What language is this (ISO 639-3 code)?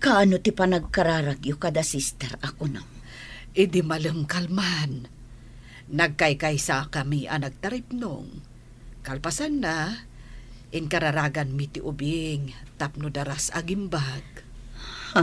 ilo